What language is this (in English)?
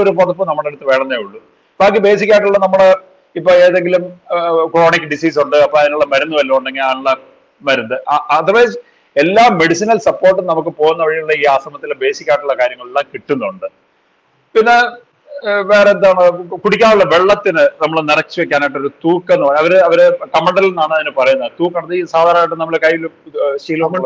Malayalam